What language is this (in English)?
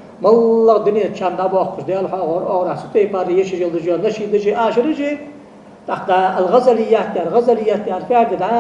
Ingush